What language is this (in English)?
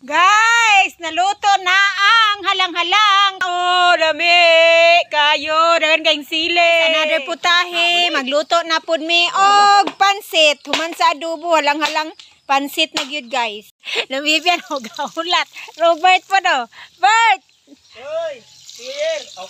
Cebuano